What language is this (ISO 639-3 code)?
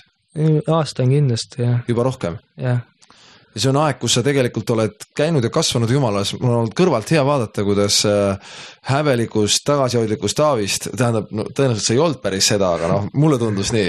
est